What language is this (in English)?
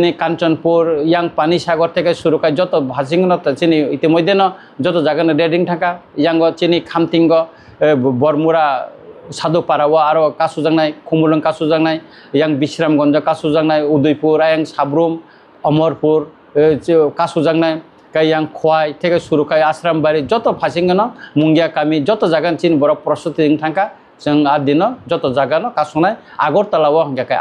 Kok Borok